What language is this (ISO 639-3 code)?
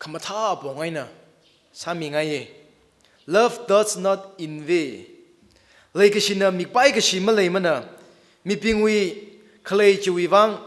nmf